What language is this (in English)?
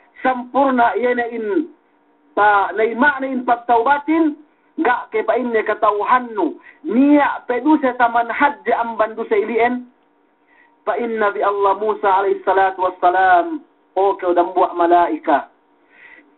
Yakan